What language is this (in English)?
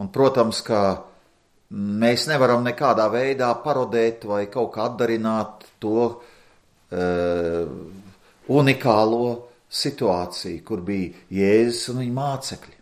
Latvian